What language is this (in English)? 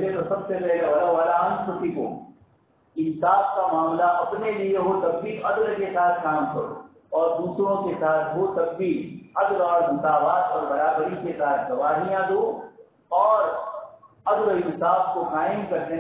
Urdu